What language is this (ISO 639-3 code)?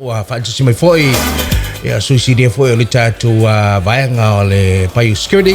smo